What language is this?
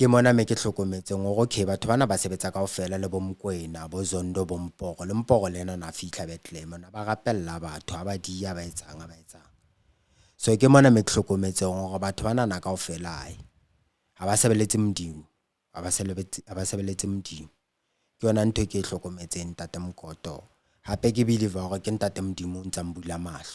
Southern Sotho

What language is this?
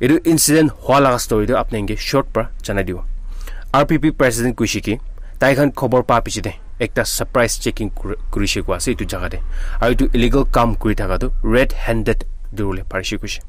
Naga Pidgin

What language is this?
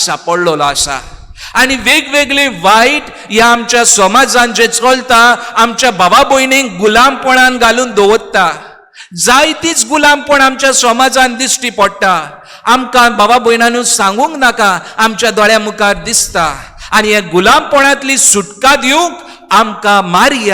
Konkani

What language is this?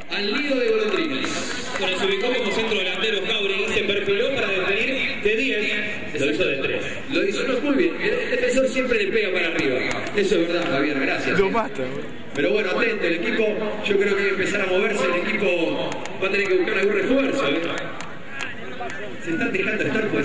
Spanish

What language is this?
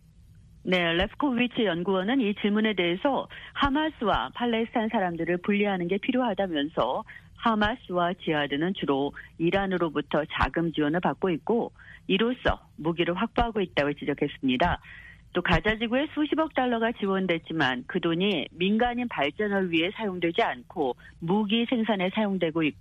Korean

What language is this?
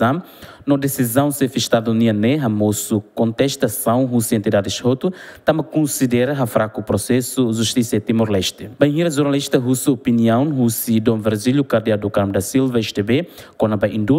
Tetum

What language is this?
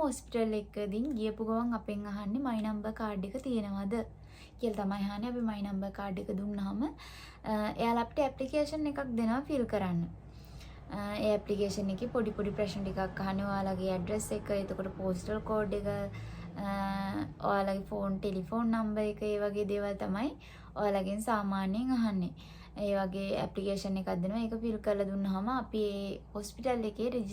Sinhala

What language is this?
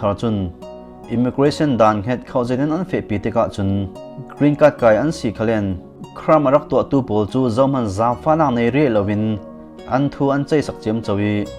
Falam Chin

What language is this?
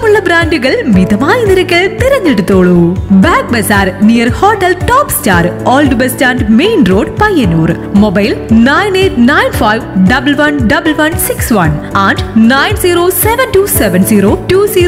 Malayalam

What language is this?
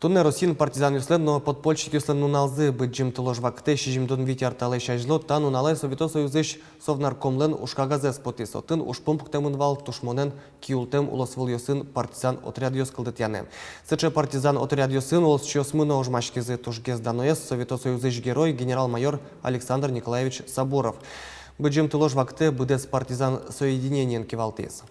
Udmurt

